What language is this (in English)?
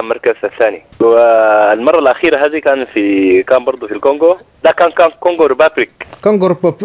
Sudanese Arabic